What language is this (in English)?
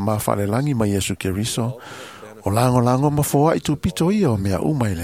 Samoan